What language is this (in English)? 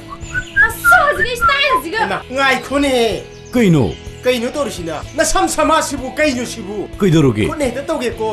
Manipuri